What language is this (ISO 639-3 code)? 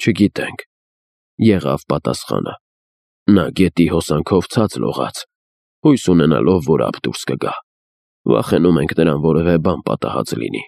hye